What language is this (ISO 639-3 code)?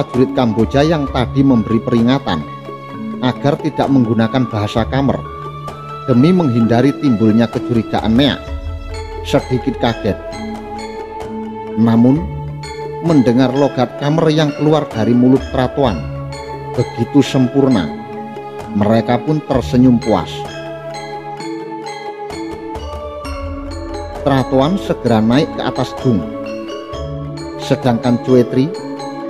ind